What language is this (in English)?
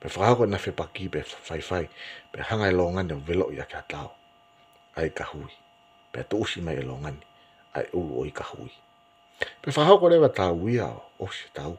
Tongan